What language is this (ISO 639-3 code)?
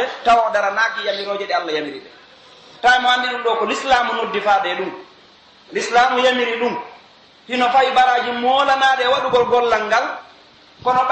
fuf